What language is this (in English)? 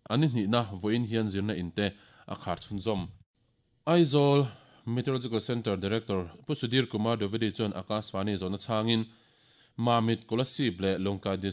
Mizo